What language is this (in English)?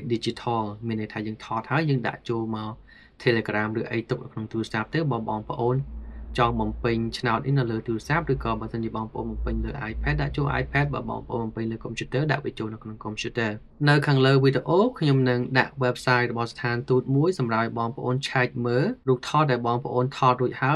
Khmer